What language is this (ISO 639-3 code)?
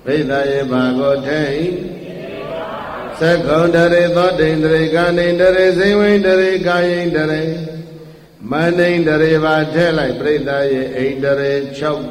mya